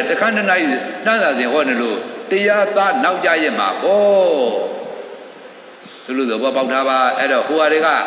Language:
Burmese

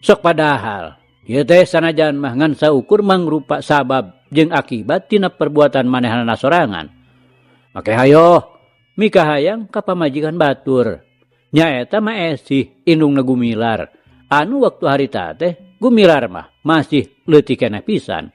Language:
Sundanese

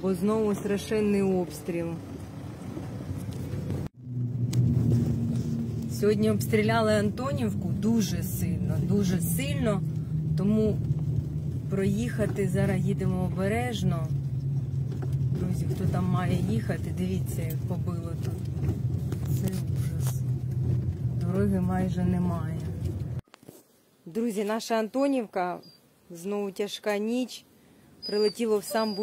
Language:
Ukrainian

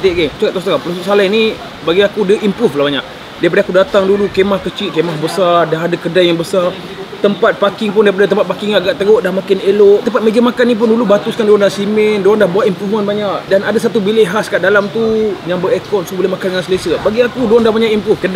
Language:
Malay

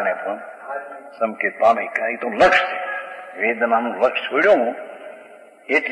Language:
Gujarati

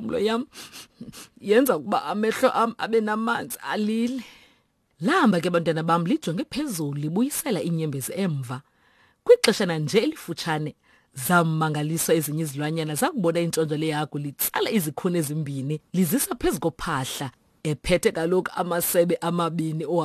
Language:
Xhosa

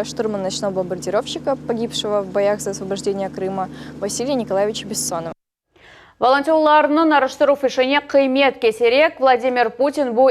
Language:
Crimean Tatar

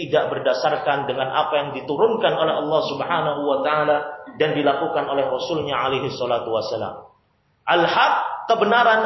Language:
Indonesian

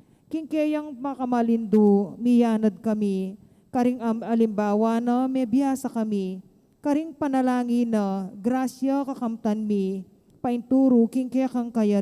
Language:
Pampanga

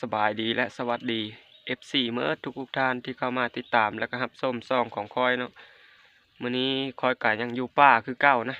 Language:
Lao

